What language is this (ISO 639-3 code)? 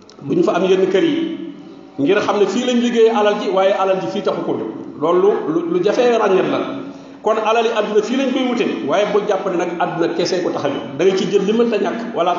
wol